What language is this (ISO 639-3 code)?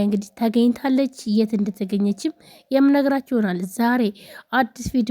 amh